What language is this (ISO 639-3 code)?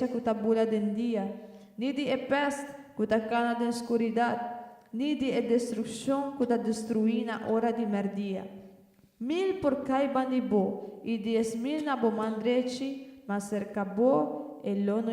pap